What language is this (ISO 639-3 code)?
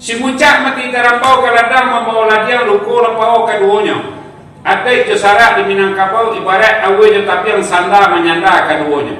min